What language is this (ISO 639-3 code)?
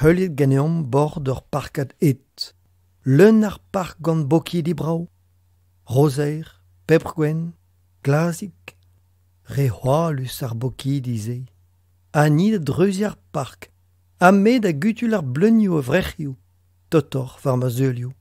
bre